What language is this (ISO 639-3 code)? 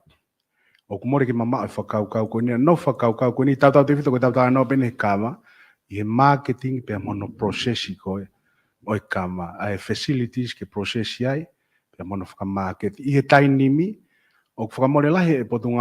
ton